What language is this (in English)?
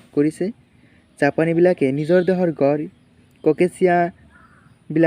Assamese